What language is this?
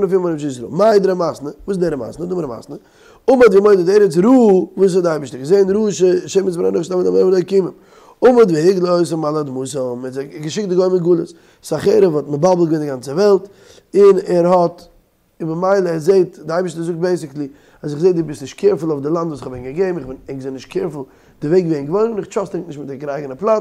Yiddish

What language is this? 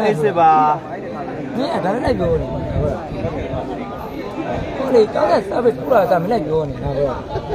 Burmese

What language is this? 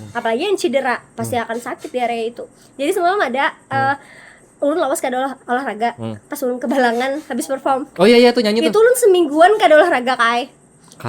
Banjar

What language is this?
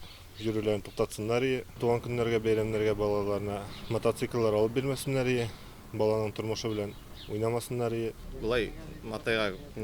Tatar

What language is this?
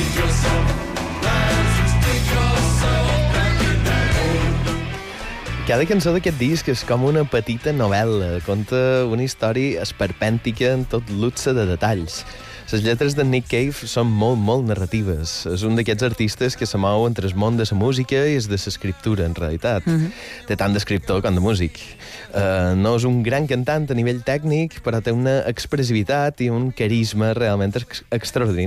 Catalan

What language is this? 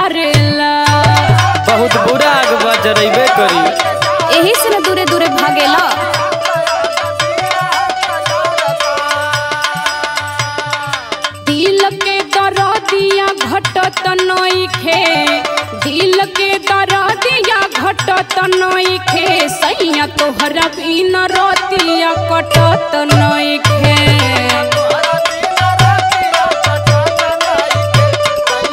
Bhojpuri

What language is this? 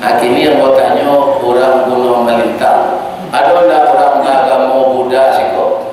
Minangkabau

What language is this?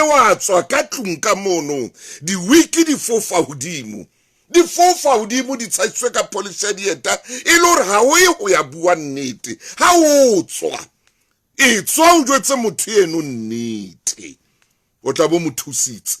Southern Sotho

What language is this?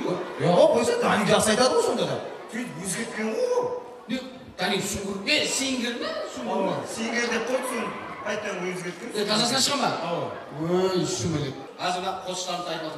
Kara-Kalpak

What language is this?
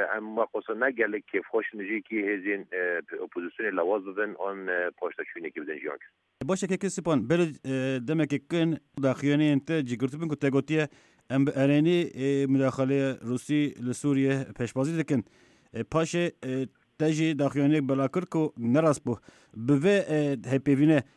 Kurdish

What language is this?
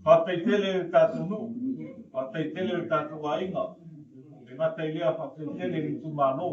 Samoan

